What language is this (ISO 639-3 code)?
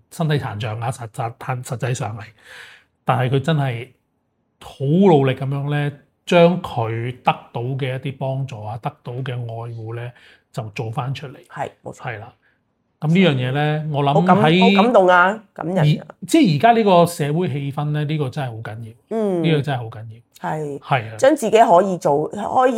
yue